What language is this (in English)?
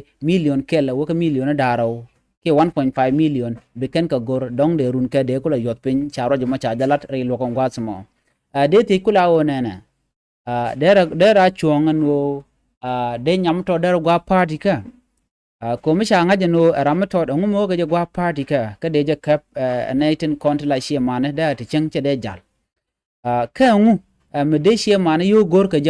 Nuer